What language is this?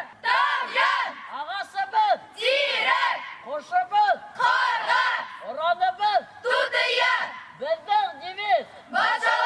Bashkir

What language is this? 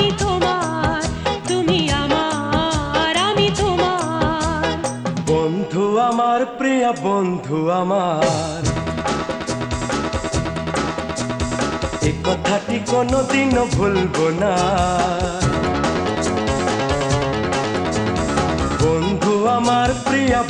Bangla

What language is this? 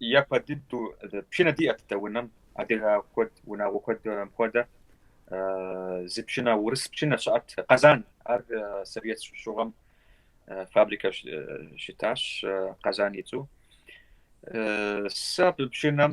Kabardian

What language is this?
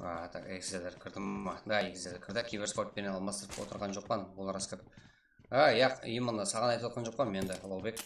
Kara-Kalpak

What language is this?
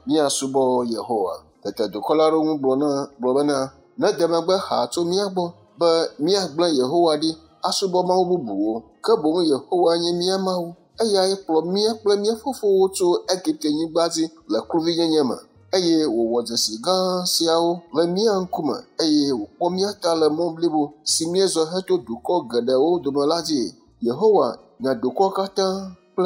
Ewe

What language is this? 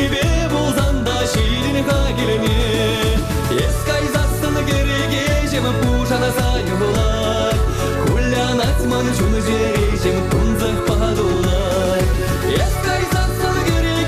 Chuvash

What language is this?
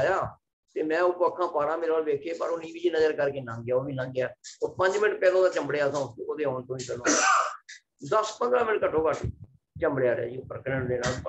Punjabi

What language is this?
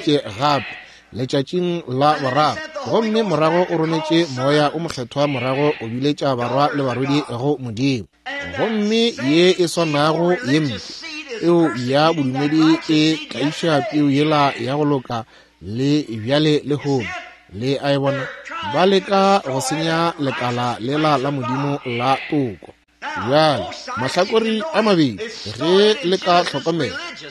Northern Sotho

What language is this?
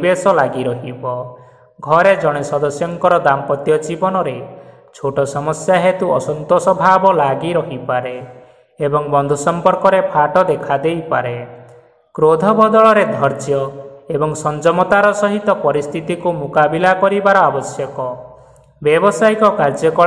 Odia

